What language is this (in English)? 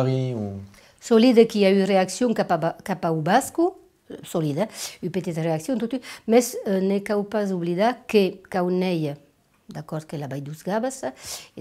Occitan